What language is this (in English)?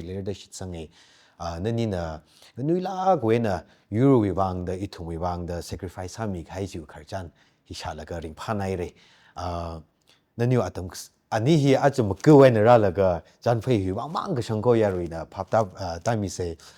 Tangkhul Naga (India)